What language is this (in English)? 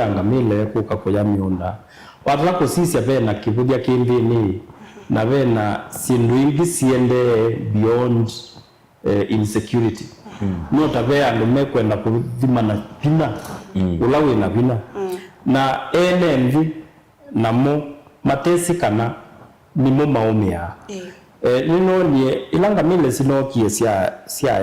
Kamba